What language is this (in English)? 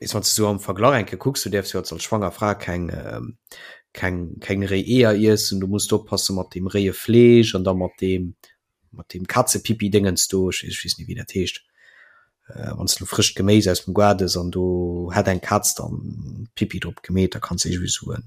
Luxembourgish